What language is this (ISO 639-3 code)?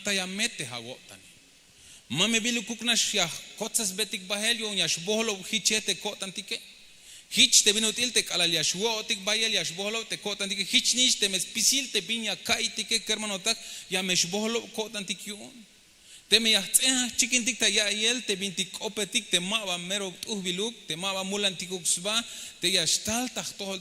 tzh